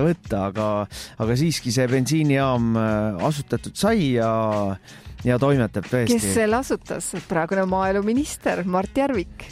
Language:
Estonian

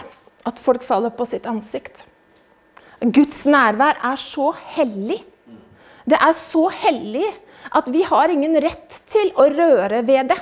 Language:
Norwegian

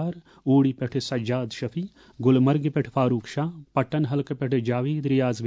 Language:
Kashmiri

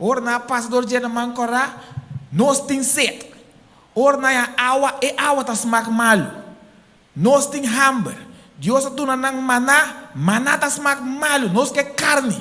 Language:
Papiamento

